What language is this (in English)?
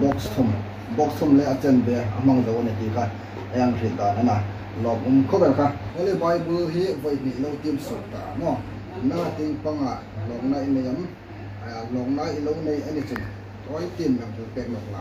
Hmar